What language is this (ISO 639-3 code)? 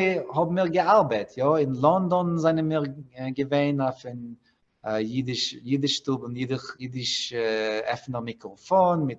yid